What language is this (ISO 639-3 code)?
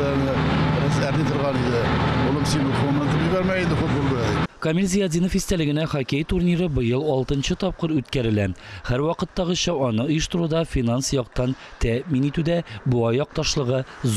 tat